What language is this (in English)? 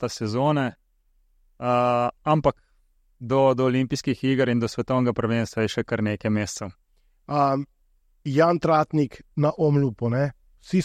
Slovenian